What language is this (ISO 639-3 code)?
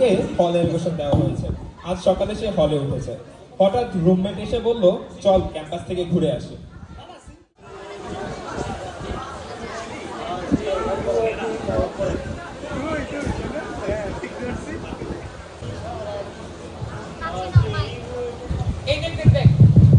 ben